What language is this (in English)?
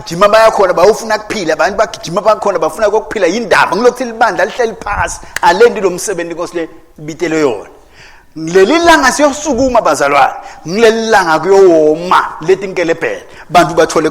Swati